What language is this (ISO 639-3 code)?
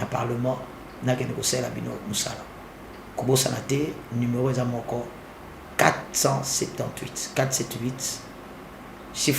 lin